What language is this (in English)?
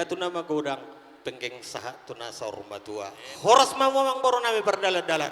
Batak Toba